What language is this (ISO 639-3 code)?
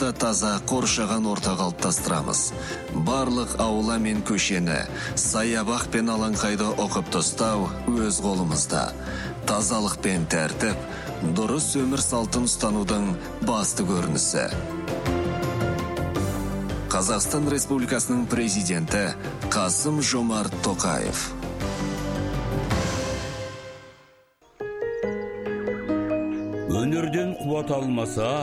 kaz